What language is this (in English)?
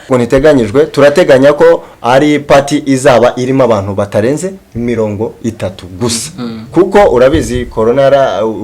Kinyarwanda